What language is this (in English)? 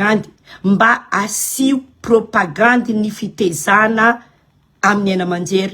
Malagasy